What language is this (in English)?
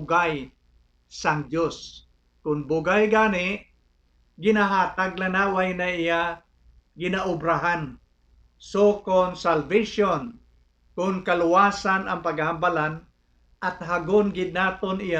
Hiligaynon